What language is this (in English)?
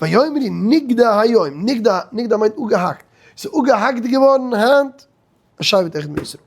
Yiddish